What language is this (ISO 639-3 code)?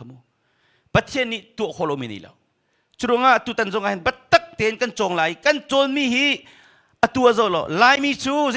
cnh